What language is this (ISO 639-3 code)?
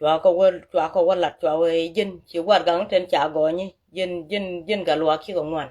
nus